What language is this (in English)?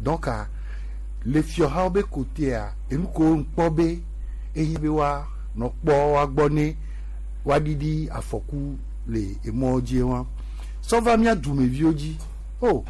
Gen